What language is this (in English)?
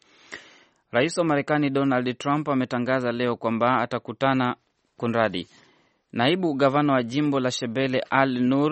Swahili